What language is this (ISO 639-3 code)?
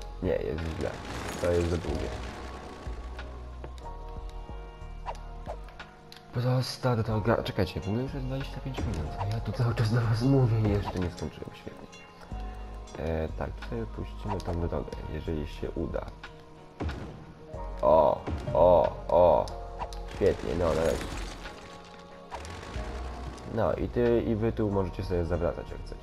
pol